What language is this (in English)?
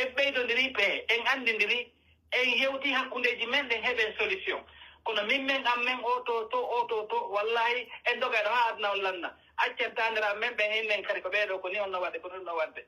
Pular